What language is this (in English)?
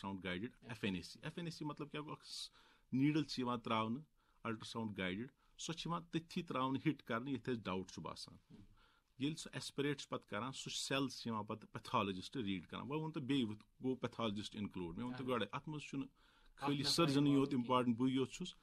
Kashmiri